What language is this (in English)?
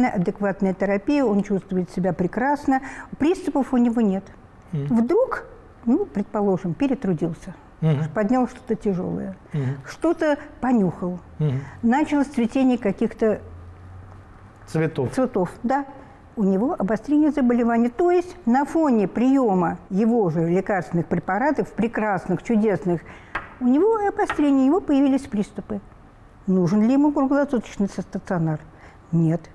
Russian